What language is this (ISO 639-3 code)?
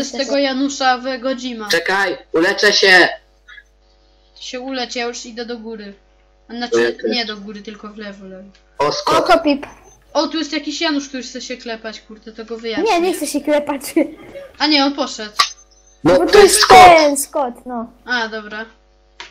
pol